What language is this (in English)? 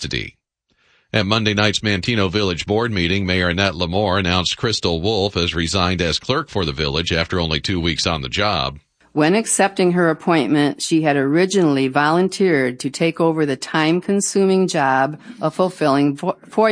English